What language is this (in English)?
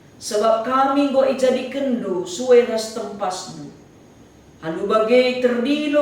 Batak Karo